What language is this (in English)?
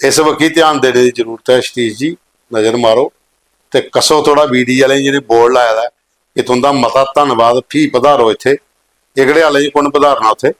Dogri